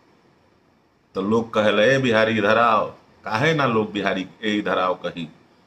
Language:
Bhojpuri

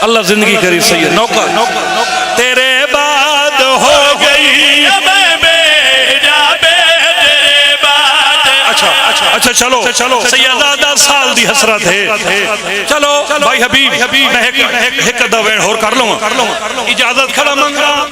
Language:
Pahari-Potwari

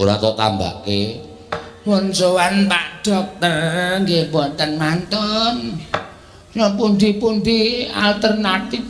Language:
Javanese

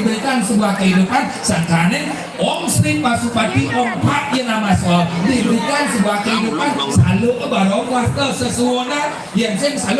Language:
Balinese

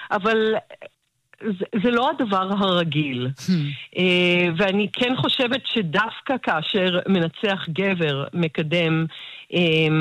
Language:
Hebrew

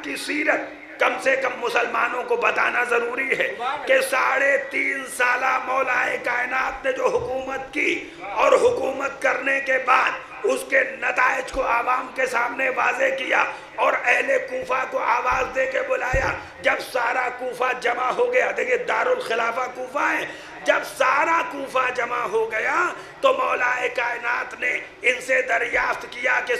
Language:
Urdu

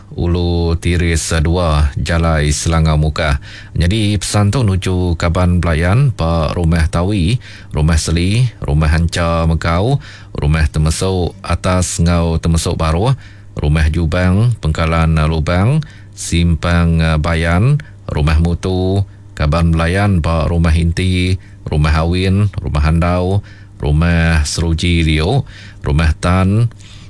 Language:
Iban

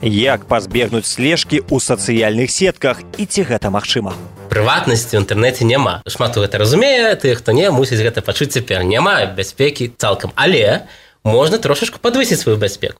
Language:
Belarusian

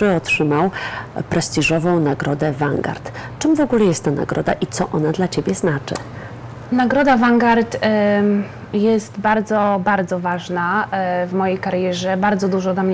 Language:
Polish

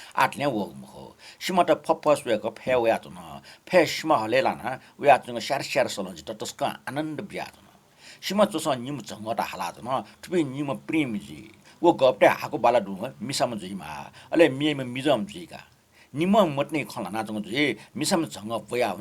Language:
Newari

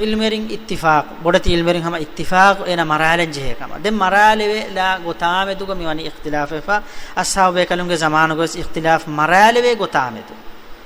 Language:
Divehi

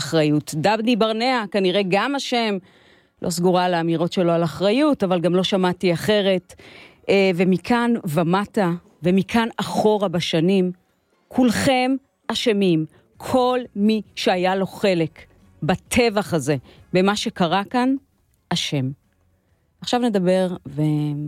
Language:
Hebrew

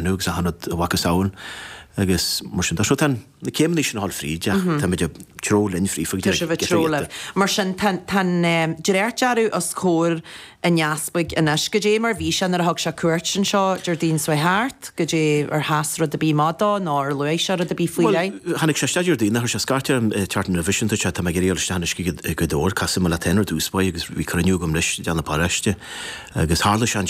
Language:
Irish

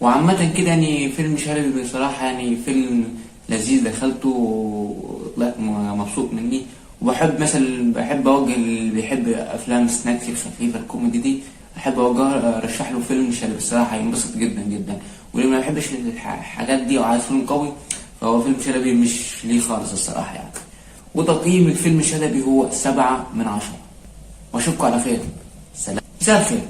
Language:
Egyptian Arabic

